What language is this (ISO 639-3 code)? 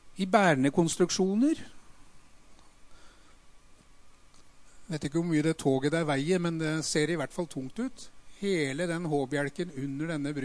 nor